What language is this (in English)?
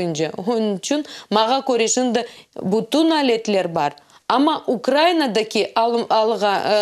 Crimean Tatar